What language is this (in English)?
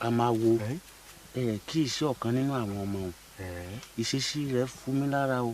Yoruba